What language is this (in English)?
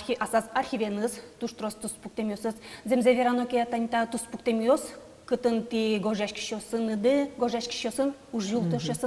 Udmurt